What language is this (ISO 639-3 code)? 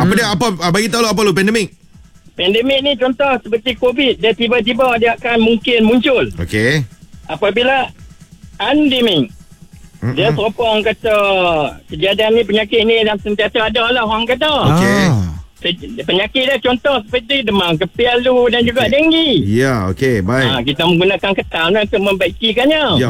msa